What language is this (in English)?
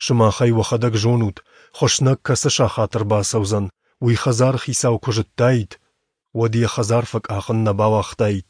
Ossetic